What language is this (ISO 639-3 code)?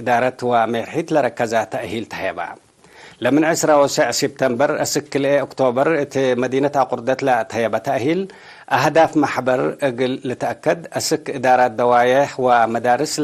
tig